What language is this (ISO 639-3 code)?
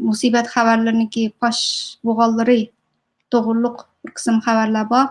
uig